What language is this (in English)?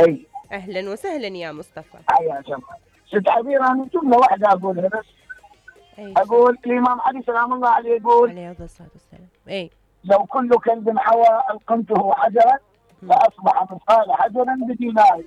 Mesopotamian Arabic